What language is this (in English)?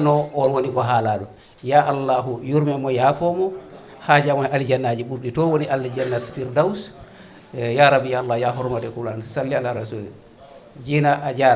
Fula